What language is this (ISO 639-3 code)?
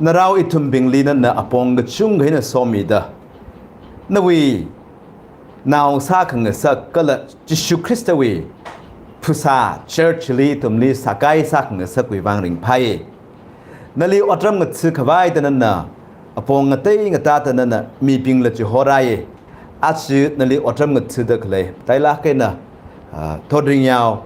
nmf